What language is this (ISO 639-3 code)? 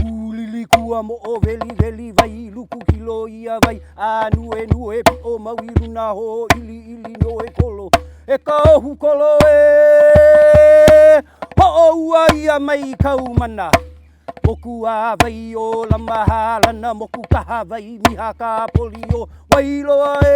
haw